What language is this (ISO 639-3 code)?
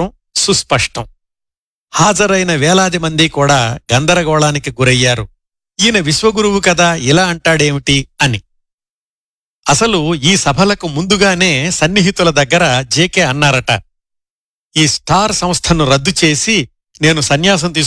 tel